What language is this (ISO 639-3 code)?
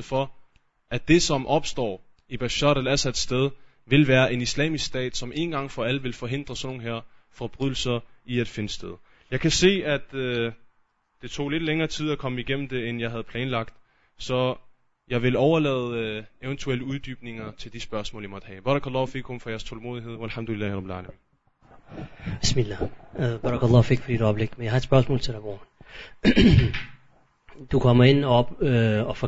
dan